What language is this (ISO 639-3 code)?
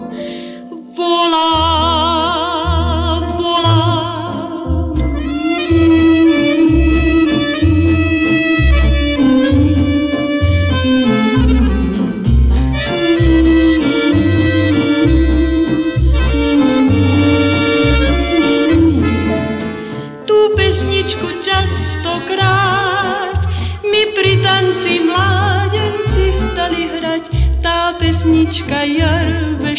slk